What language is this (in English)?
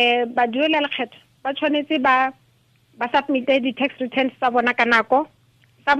Tswana